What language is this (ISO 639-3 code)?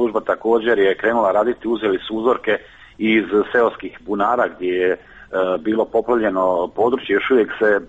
hrv